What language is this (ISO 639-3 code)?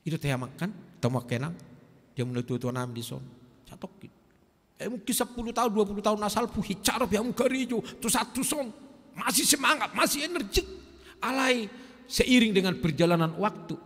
bbc